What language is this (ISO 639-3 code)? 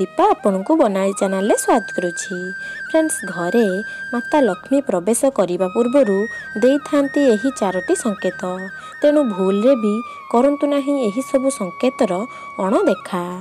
ori